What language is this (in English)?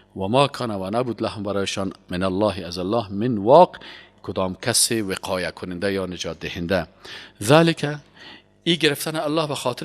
Persian